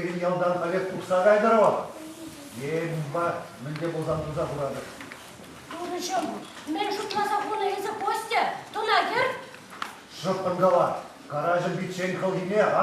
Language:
Chuvash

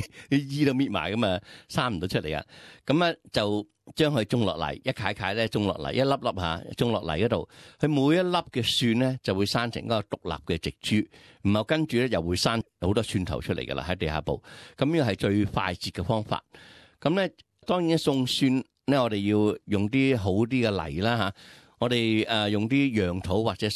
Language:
Cantonese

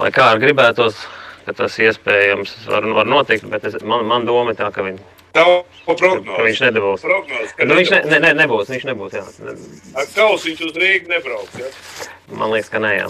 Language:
Latvian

